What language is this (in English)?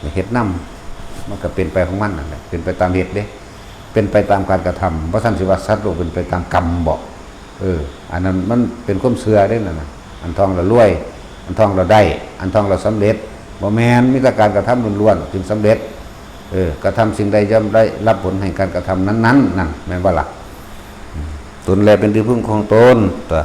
Northeastern Thai